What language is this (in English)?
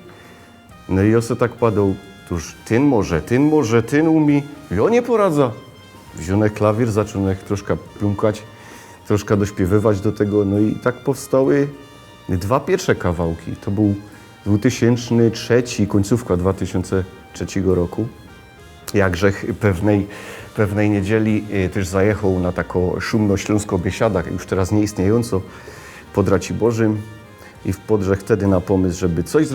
Silesian